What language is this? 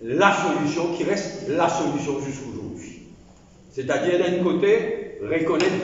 Morisyen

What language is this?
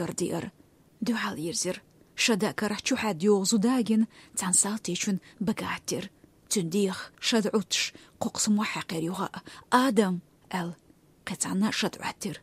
Chechen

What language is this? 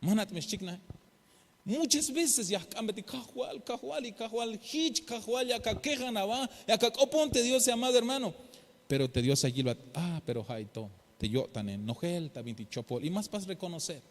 Tzeltal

